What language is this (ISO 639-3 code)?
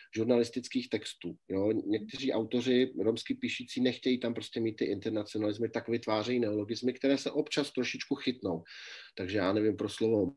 ces